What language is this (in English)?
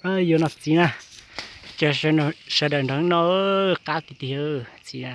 Hmong